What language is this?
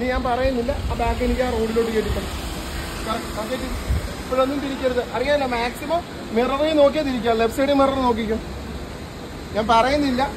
Malayalam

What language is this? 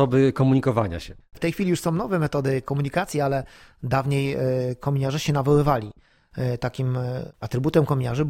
Polish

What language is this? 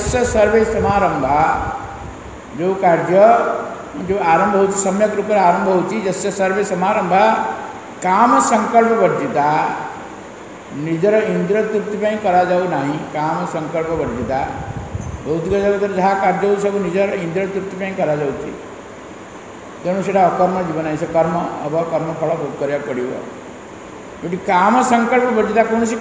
Odia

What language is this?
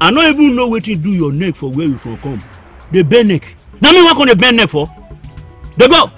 Nigerian Pidgin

